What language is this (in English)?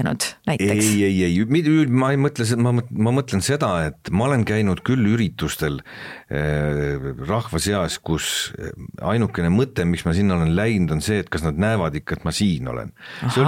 Estonian